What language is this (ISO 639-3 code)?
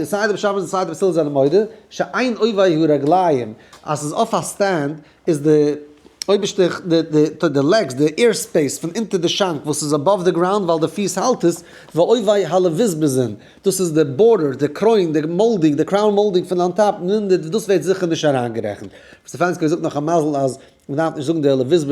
yid